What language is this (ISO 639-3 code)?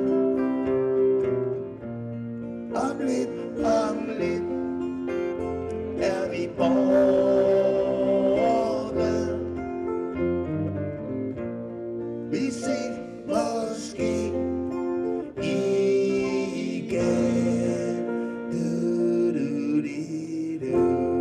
dan